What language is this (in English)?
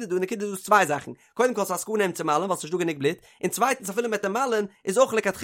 Yiddish